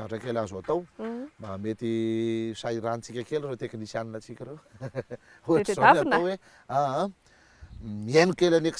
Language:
Malagasy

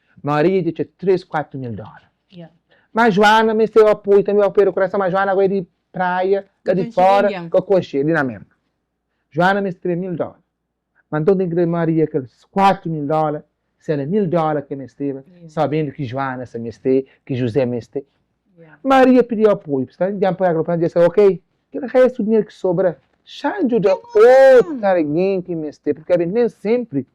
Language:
Kabuverdianu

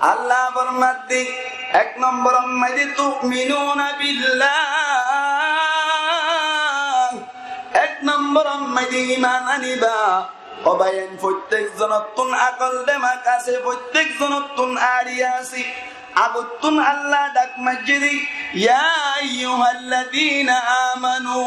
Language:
Rohingya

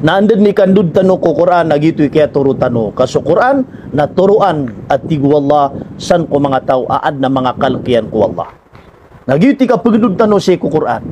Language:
Maranao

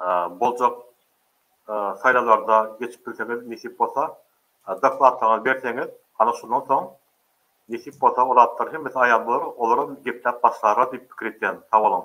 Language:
Turkmen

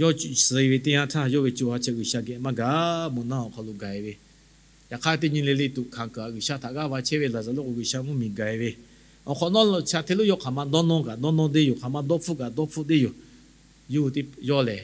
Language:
Lahu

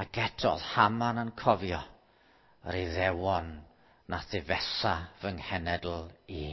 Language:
Welsh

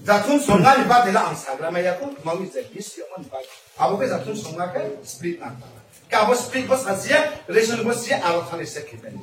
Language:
Riang (India)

